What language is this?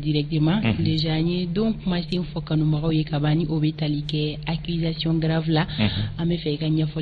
Bambara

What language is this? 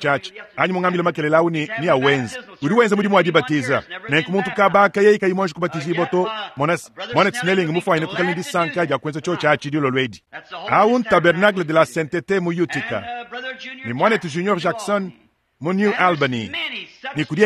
Luba-Lulua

